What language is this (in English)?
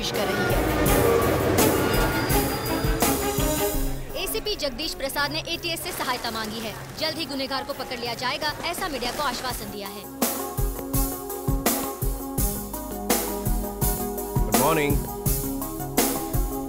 Hindi